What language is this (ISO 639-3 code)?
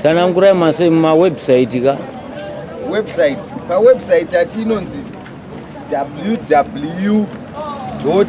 sna